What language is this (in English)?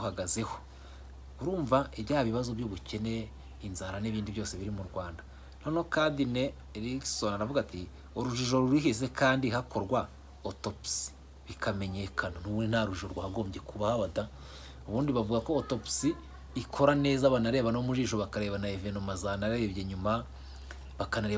Kinyarwanda